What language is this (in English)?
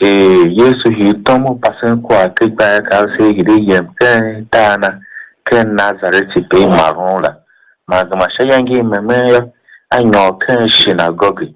Tiv